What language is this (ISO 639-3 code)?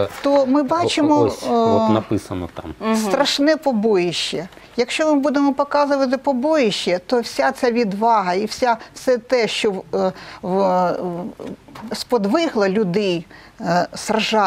ukr